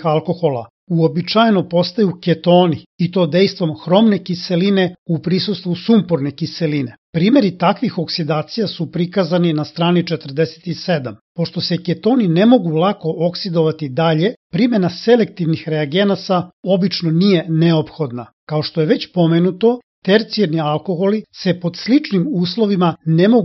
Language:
Serbian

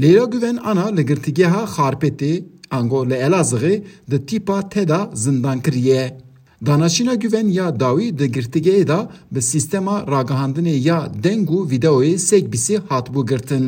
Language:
Kurdish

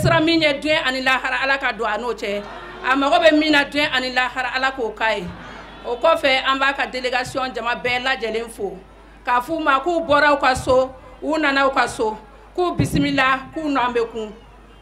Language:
Bambara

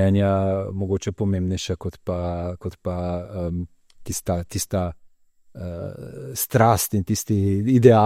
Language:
Slovenian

